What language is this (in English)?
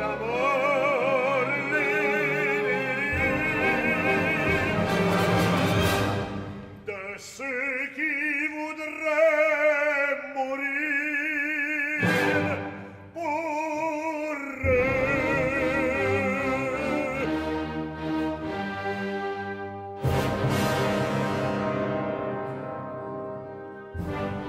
French